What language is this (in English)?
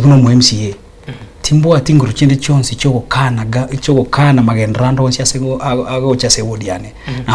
Gusii